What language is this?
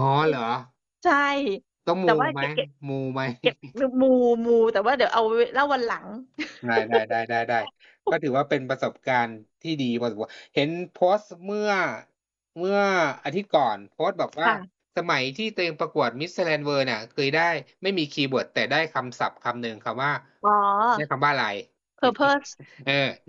Thai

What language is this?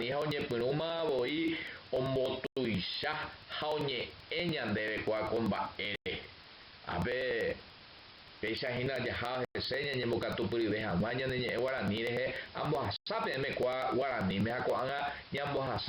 Guarani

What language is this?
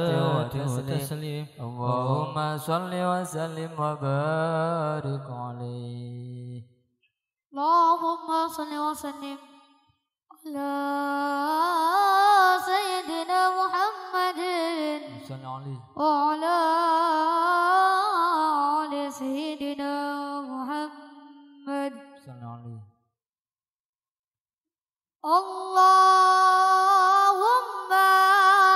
Arabic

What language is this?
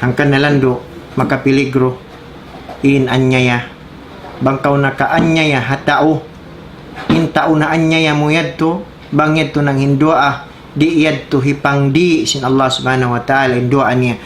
Tausug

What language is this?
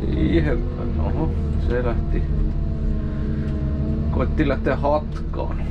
Finnish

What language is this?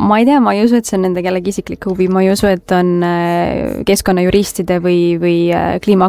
Estonian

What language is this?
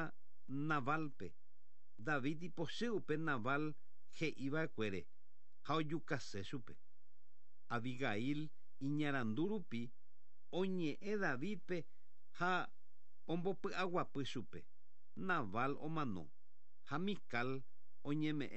Guarani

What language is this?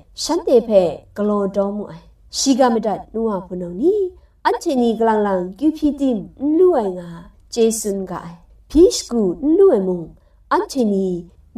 Kachin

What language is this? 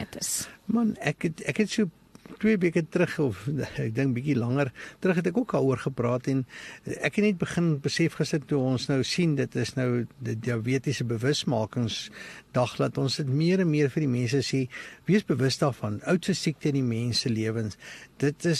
Afrikaans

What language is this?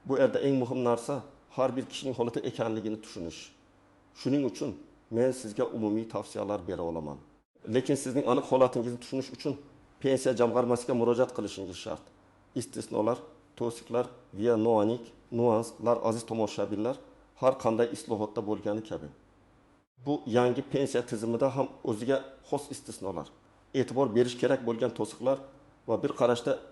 Uzbek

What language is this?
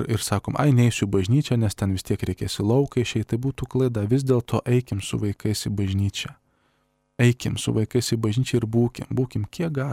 Lithuanian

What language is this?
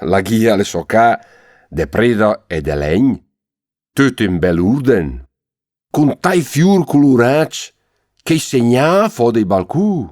Lombard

